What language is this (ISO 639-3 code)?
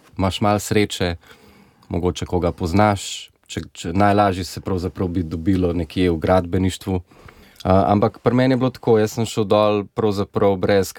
slv